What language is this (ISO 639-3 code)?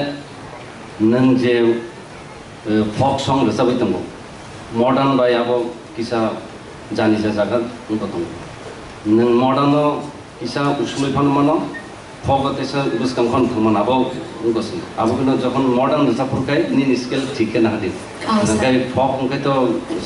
trp